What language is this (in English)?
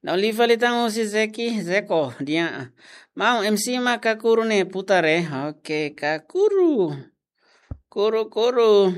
Tetum